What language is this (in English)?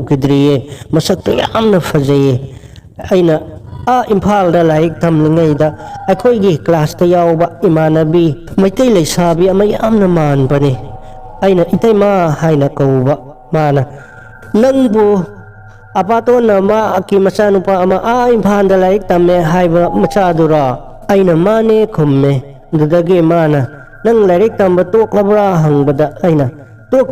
Manipuri